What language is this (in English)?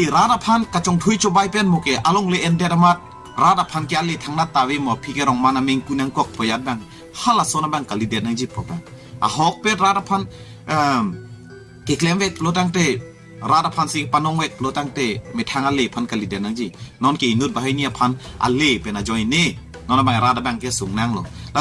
Karbi